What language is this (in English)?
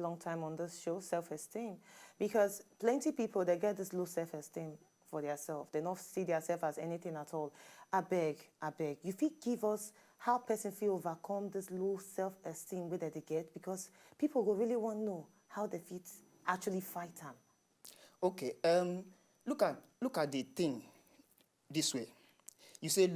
Nigerian Pidgin